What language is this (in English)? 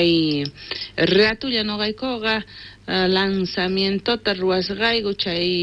South Bolivian Quechua